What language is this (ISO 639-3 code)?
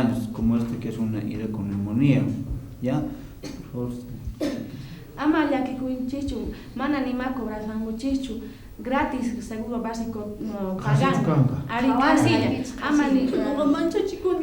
quh